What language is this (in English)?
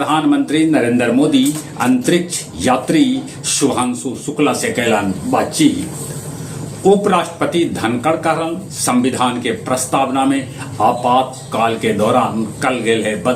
Magahi